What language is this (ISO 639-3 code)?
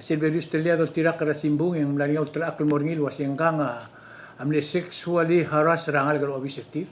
pau